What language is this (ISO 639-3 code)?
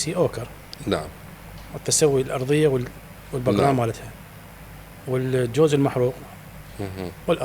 acm